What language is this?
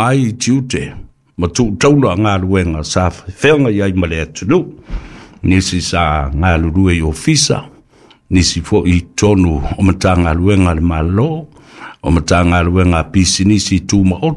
Samoan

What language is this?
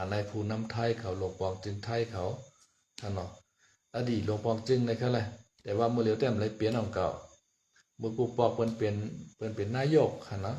Shan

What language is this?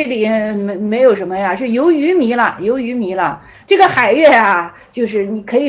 Chinese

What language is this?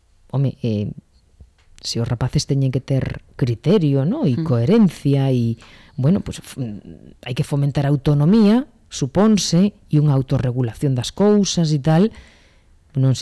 Galician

